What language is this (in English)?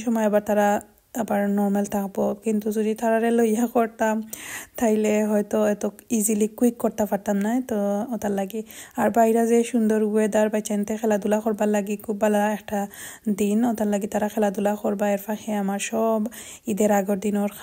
Sylheti